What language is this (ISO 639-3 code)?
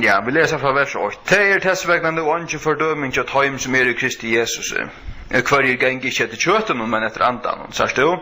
fao